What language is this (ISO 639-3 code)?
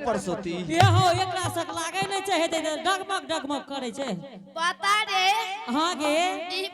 anp